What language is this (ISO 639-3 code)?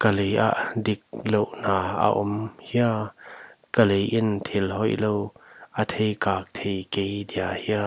pck